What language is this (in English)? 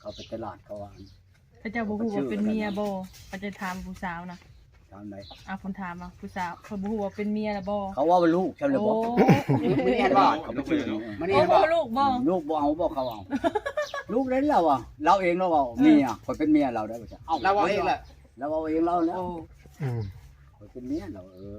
Lao